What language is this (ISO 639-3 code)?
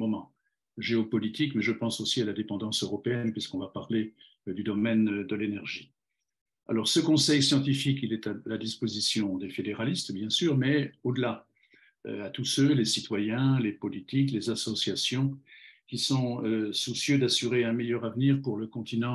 fra